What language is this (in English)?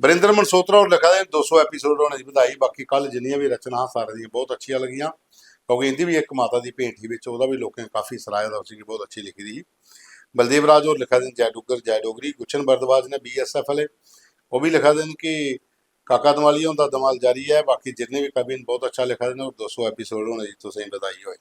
Dogri